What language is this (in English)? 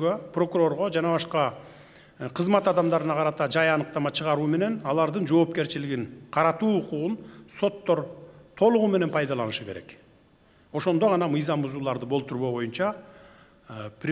Kyrgyz